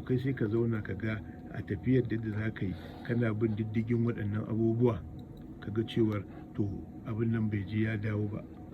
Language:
Hausa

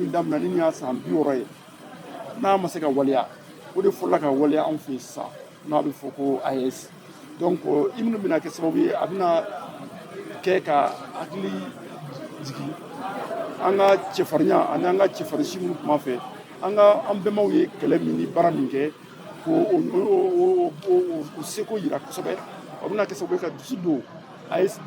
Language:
Bambara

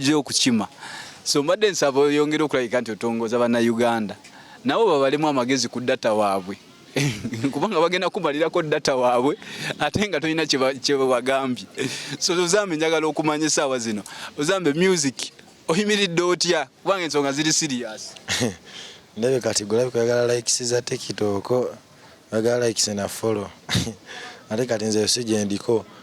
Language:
Ganda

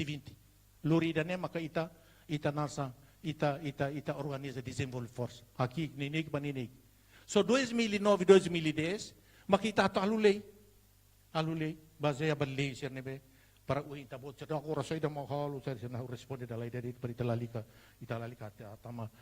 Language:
Tetum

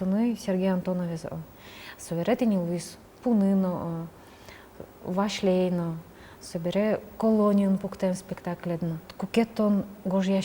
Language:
Udmurt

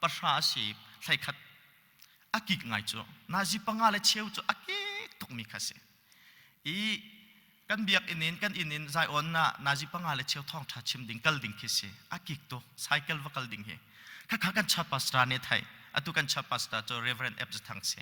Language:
Hakha Chin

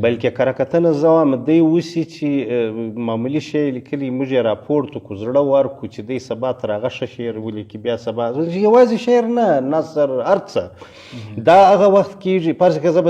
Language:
Pashto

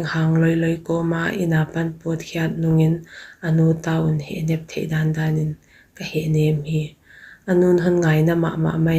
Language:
Paite Chin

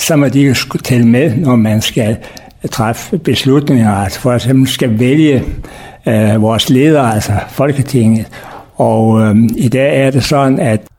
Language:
Danish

